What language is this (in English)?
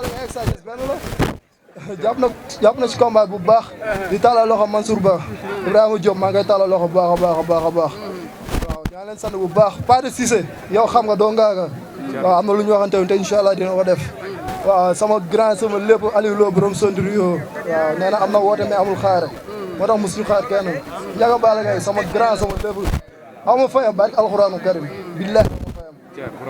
Wolof